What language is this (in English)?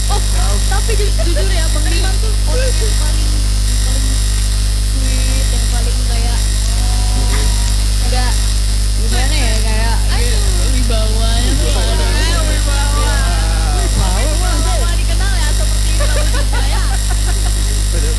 Indonesian